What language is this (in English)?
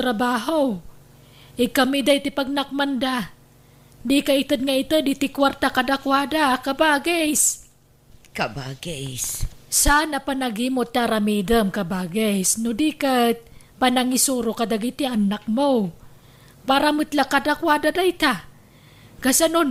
Iloko